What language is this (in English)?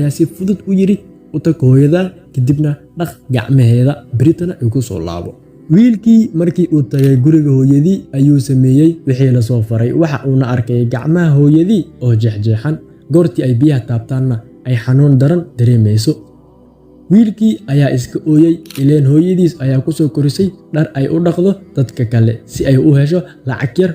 Somali